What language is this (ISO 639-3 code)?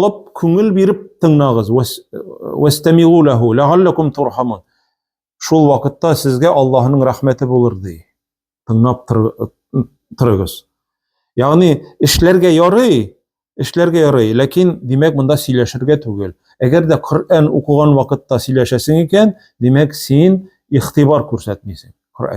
tat